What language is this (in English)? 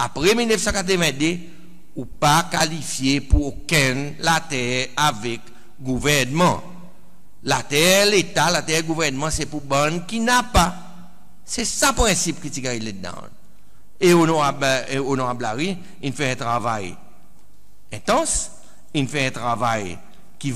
Seselwa Creole French